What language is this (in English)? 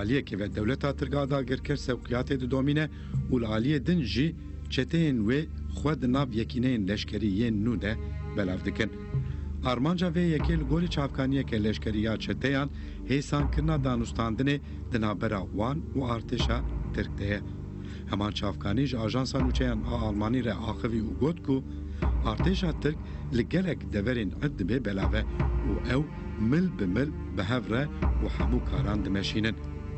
Kurdish